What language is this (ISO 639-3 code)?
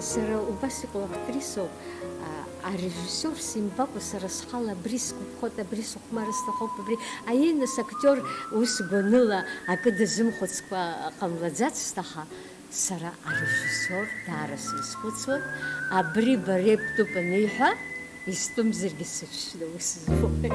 abk